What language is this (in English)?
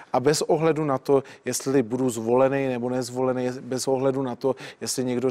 Czech